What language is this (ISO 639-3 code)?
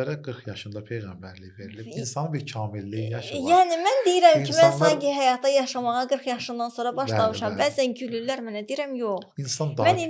aze